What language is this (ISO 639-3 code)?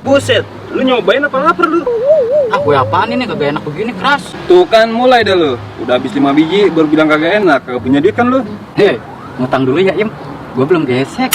bew